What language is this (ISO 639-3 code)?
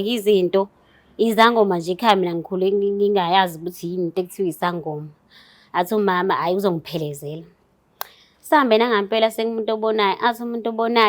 zul